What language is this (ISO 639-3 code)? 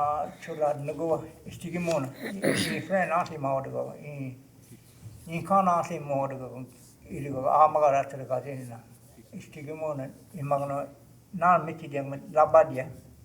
cho